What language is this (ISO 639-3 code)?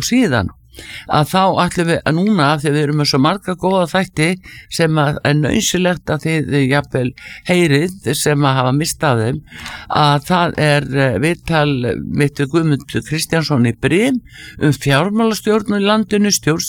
isl